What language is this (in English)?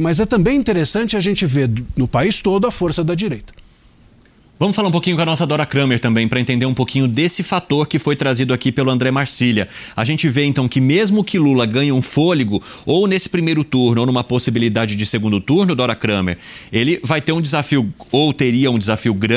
Portuguese